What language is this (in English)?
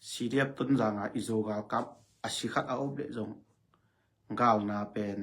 Tedim Chin